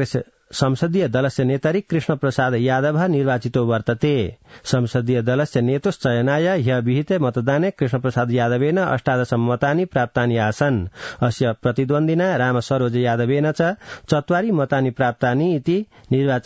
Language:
Sanskrit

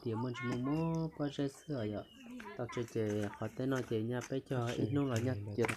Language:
Hmong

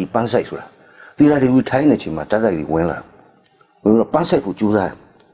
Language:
Burmese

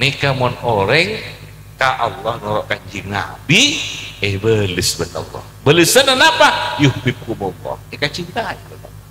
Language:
Madurese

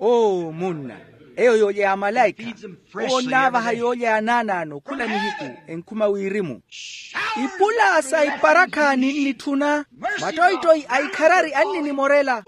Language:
Makhuwa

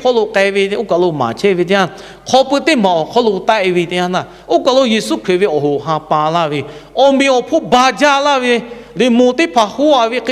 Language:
Lahu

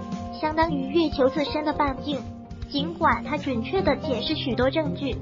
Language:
Chinese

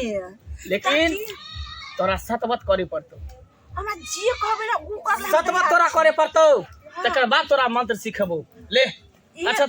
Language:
Maithili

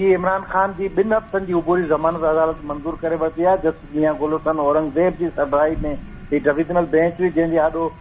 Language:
Sindhi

